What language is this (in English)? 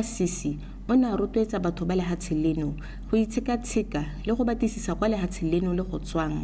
Tswana